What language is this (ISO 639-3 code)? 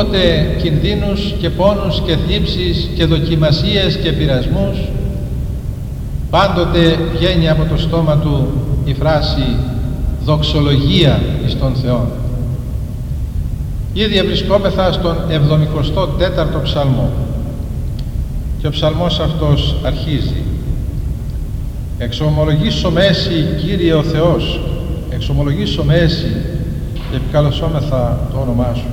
ell